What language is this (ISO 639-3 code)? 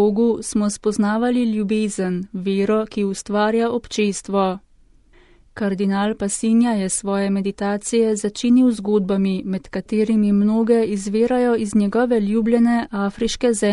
slv